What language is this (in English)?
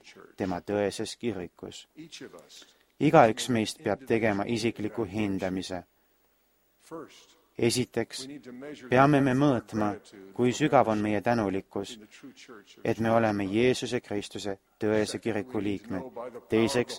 Estonian